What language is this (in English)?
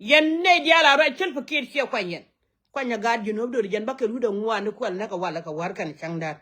Nuer